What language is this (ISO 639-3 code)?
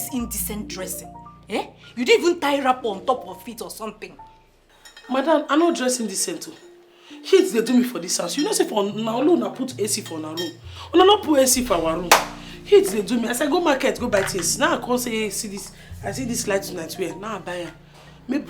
pcm